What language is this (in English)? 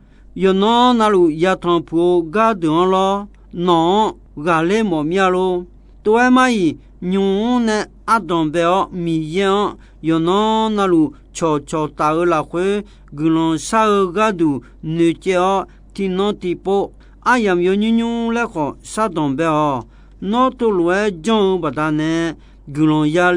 Akha